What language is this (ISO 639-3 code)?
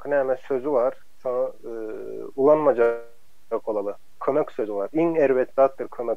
tuk